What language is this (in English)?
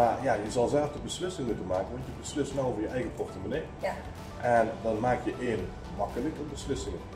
Dutch